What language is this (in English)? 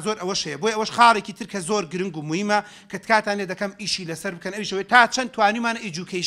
Central Kurdish